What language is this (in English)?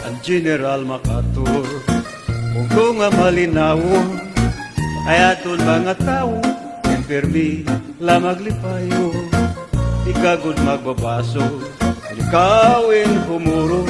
Waray